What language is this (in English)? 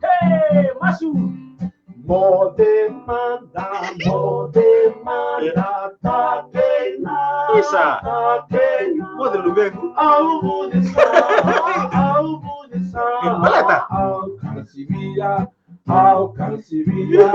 Fijian